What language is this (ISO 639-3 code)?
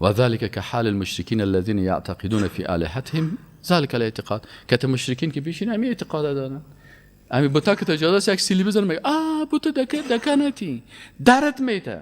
fas